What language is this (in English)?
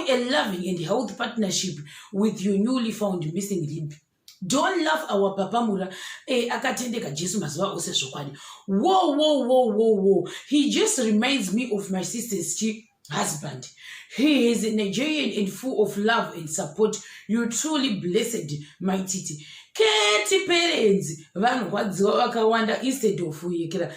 Shona